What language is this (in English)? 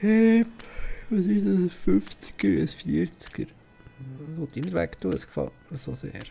Swiss German